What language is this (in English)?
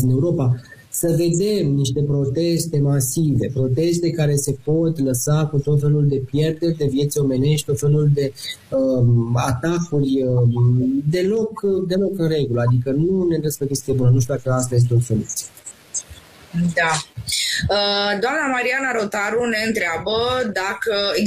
Romanian